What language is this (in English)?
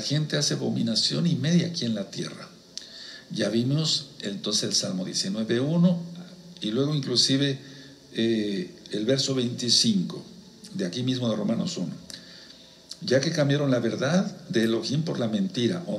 Spanish